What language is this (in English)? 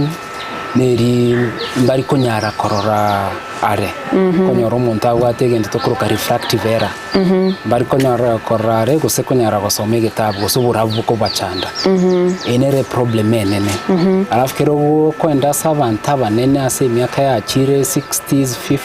Gusii